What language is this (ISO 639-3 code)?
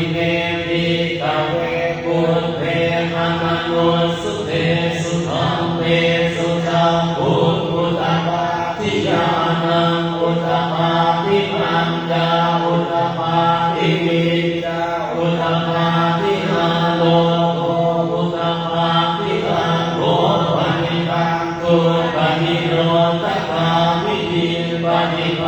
pli